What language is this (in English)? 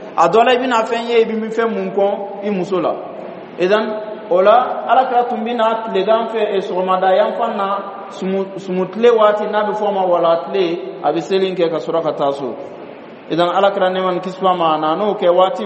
Bambara